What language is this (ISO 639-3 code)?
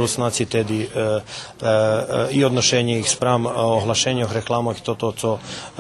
rue